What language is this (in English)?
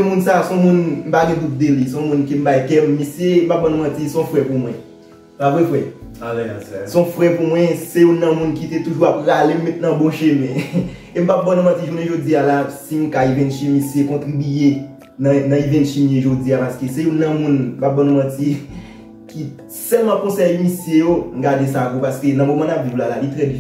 Haitian Creole